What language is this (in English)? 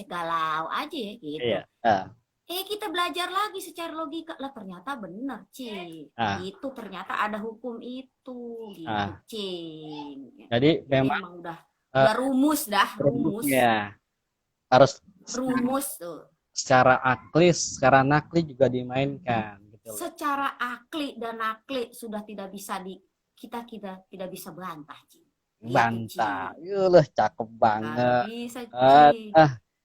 Betawi